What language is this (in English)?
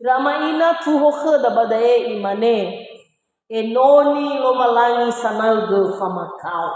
Nias